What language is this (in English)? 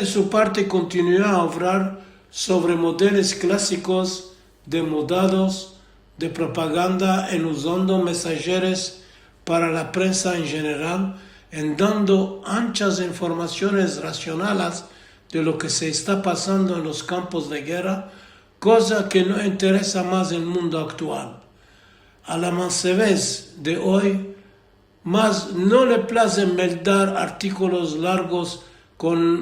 Ladino